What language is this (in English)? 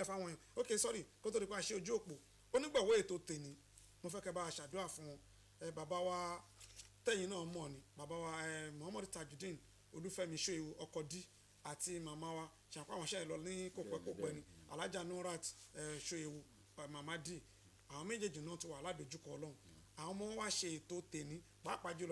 Yoruba